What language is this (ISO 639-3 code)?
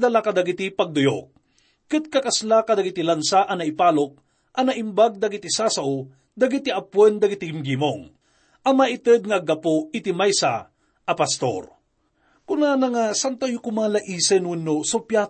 ilo